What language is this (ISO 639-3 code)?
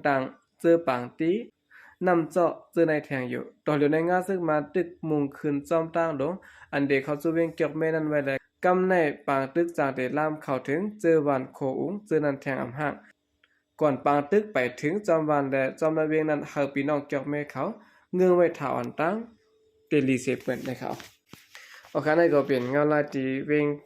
shn